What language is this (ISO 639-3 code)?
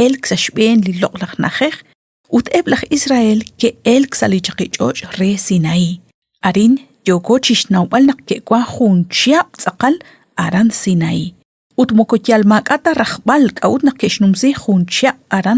kek